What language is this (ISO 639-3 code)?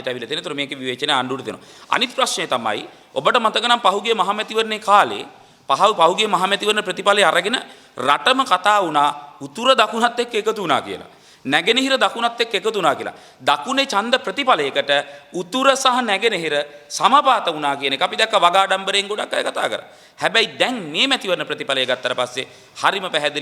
sin